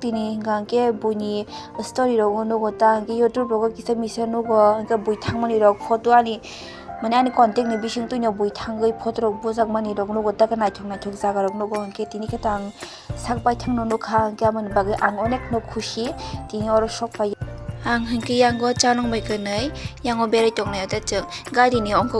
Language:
Kok Borok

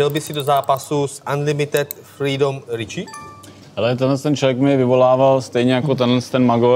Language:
Czech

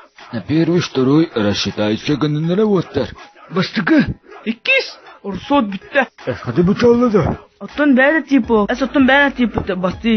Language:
Yakut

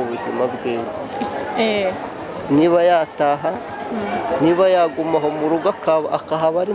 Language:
Kinyarwanda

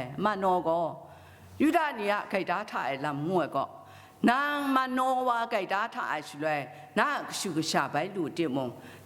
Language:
Kachin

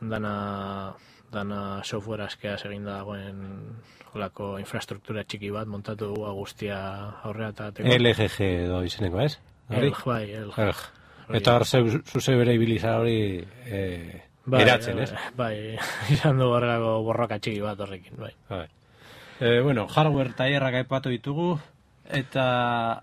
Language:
Basque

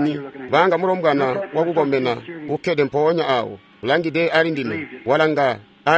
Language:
Tonga (Zambia)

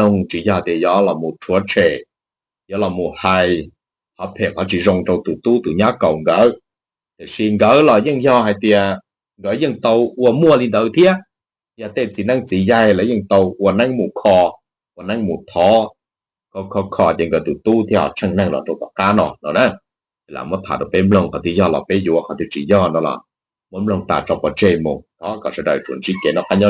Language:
Hmong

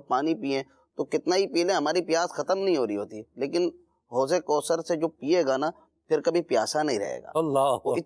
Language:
Urdu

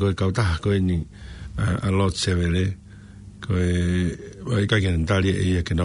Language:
Tongan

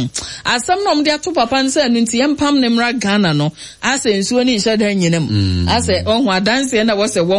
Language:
Akan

